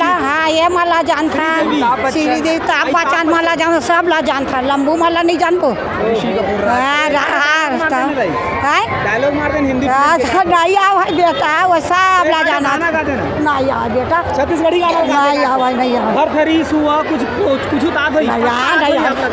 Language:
Chhattisgarhi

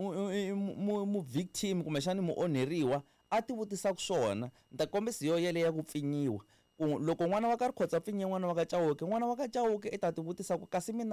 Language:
Tsonga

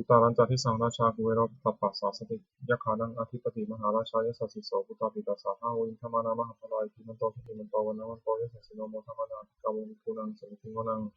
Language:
Pali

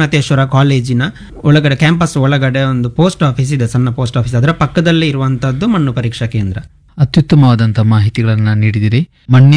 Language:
Kannada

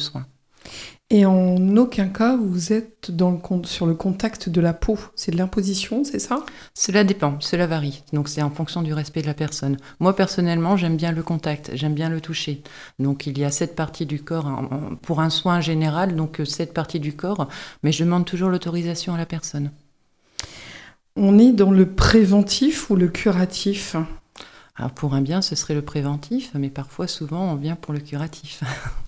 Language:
French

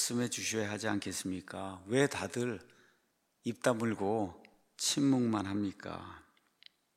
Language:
Korean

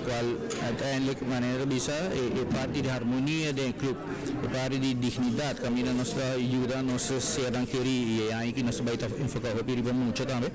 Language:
Papiamento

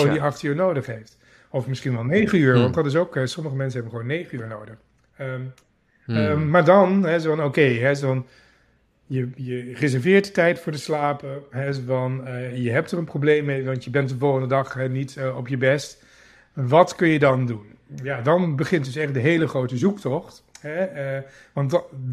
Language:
Dutch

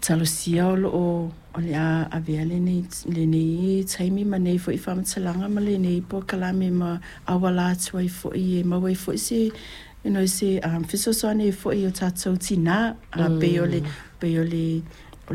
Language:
Samoan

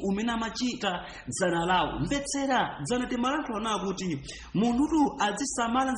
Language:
Nyanja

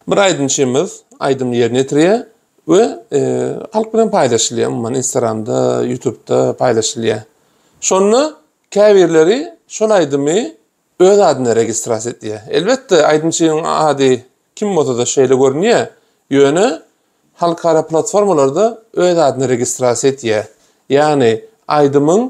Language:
Turkmen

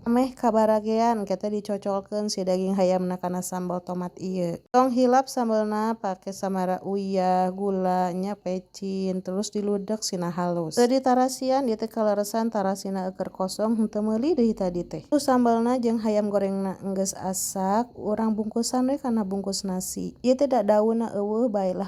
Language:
Sundanese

